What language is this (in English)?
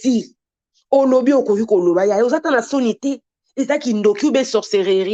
Lingala